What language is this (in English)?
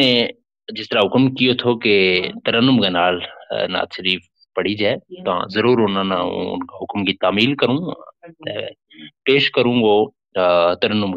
Gujari